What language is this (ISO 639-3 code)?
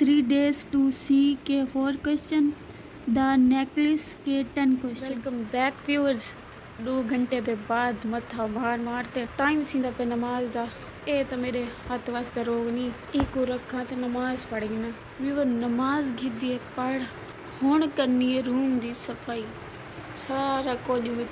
skr